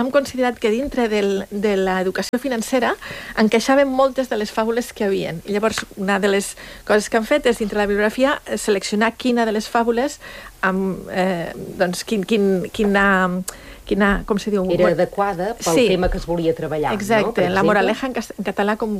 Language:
Catalan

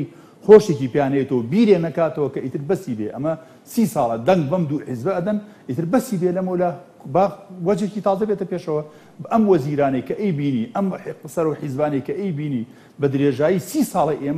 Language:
Central Kurdish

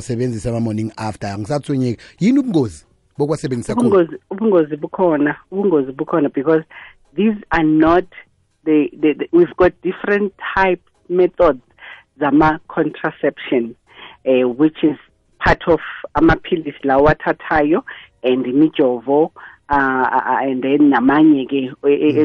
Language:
South Ndebele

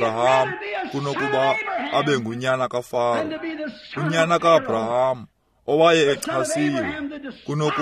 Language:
Xhosa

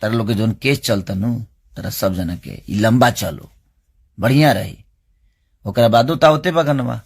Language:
Bhojpuri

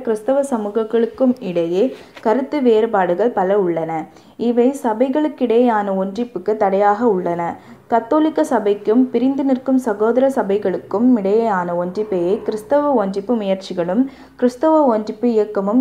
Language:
Tamil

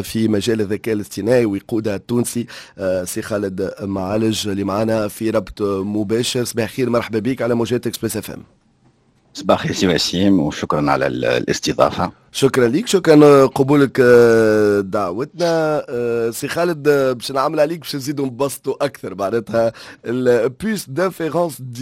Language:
Tunisian Arabic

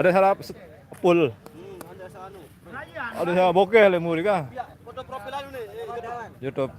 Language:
Sasak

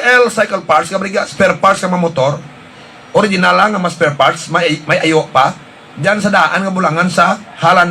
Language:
Hiligaynon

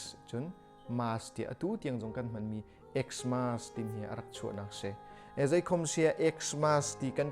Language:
Hakha Chin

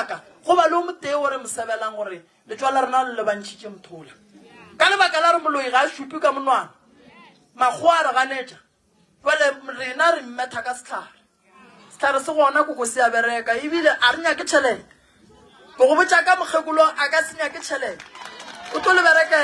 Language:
Northern Sotho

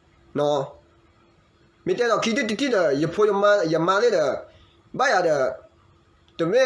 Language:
S'gaw Karen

